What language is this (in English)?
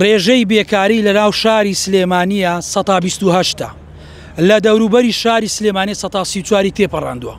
Central Kurdish